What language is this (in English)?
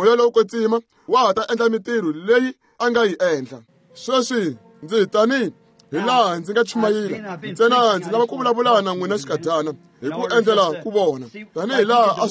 Tsonga